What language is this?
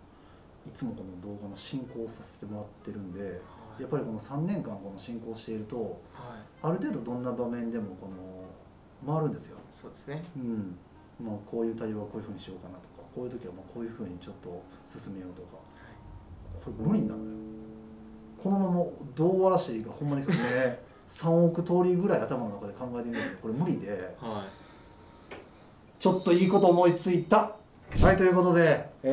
Japanese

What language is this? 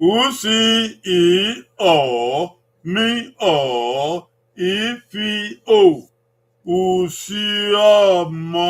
Bini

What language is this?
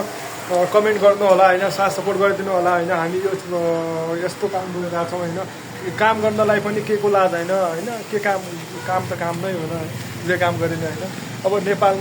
Nepali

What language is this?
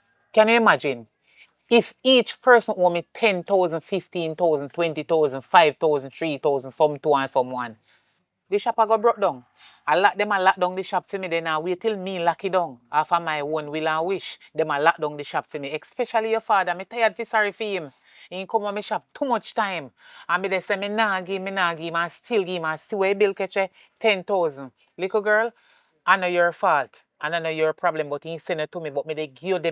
Jamaican Creole English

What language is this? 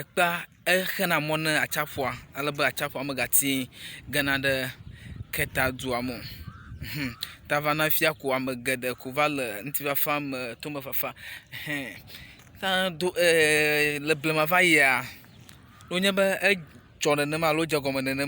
Ewe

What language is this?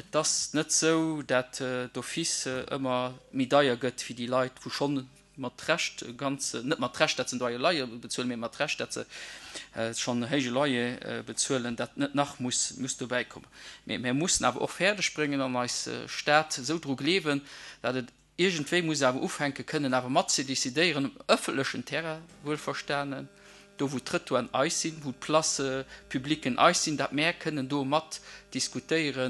Luxembourgish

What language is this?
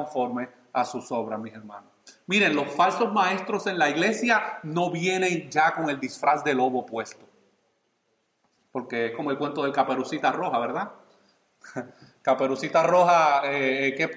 Spanish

